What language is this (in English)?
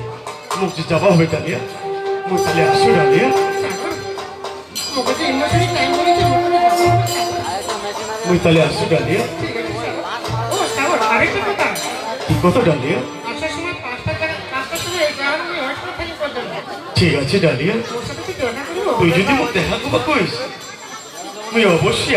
Rangpuri